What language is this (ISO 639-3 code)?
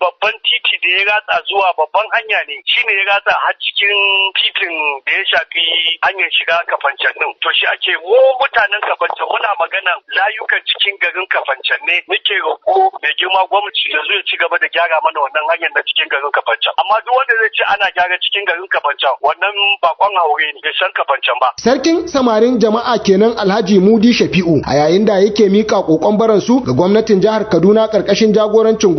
hau